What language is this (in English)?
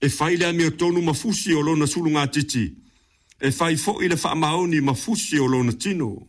Samoan